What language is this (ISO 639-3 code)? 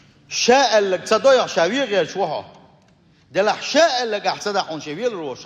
che